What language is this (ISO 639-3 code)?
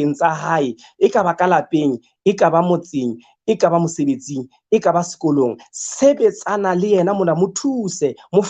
sot